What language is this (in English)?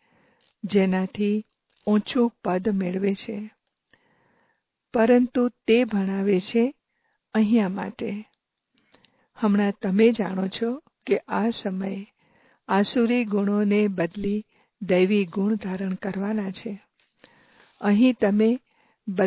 Gujarati